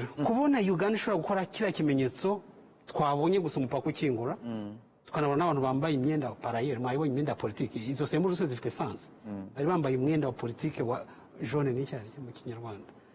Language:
Kinyarwanda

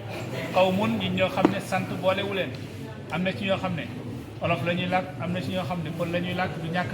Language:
Wolof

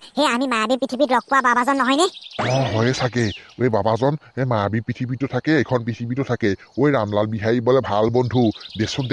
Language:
Assamese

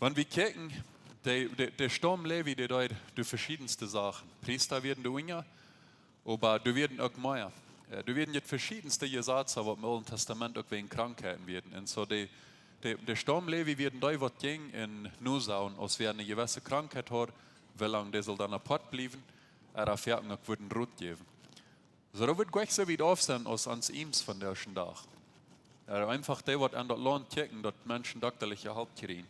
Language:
Plautdietsch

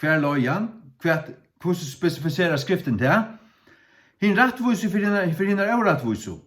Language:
Faroese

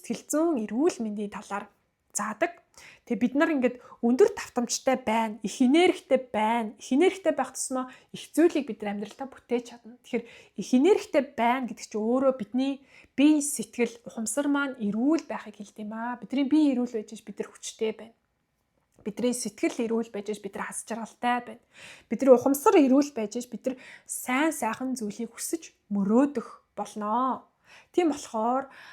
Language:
Mongolian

